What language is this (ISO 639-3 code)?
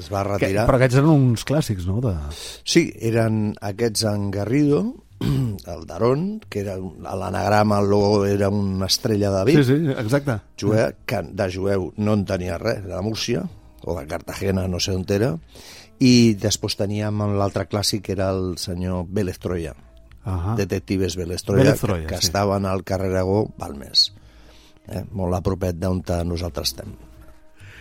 cat